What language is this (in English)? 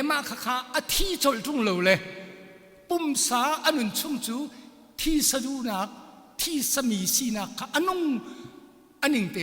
Hakha Chin